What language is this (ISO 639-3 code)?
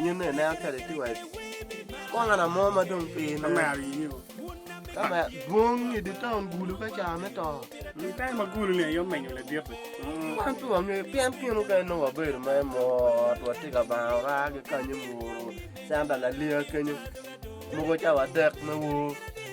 ach